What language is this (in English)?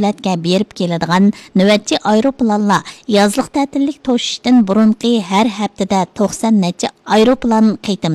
Uyghur